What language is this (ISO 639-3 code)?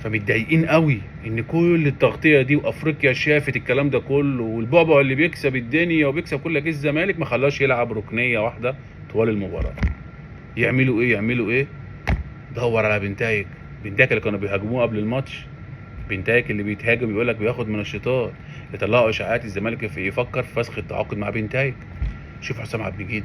arz